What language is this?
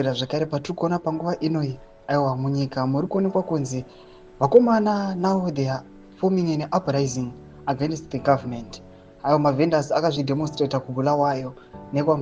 Shona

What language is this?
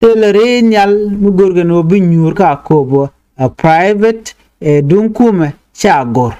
Nuer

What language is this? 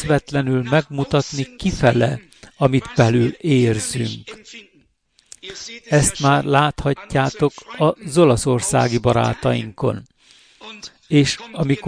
Hungarian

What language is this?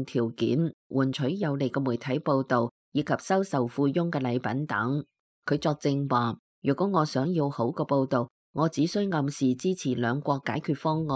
Cantonese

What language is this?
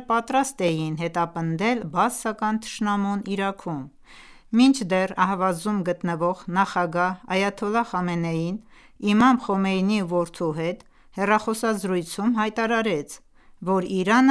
Armenian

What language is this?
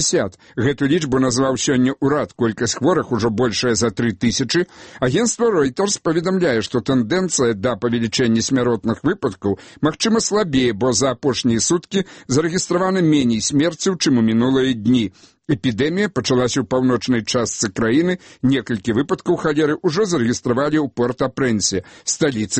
Belarusian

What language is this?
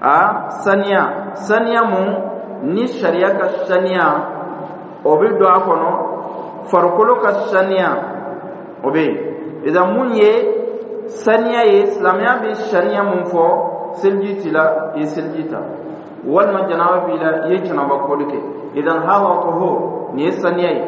Dyula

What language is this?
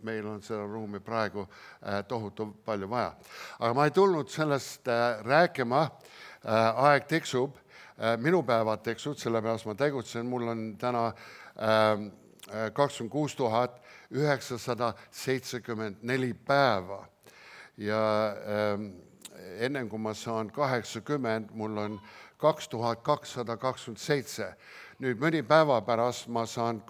Estonian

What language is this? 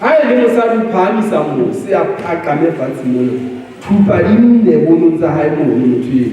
Southern Sotho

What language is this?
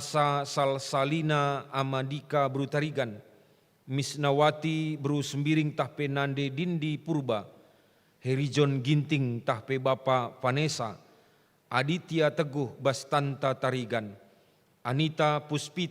Batak Karo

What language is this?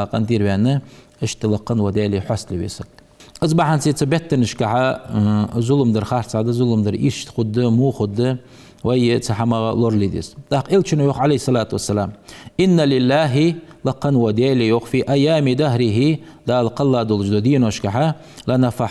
Ingush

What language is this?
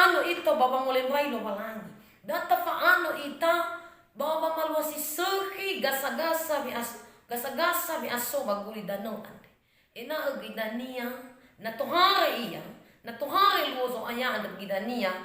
Nias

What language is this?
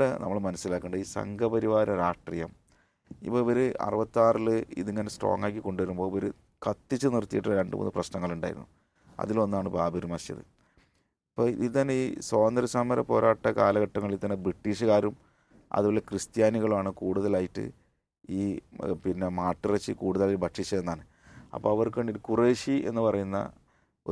Malayalam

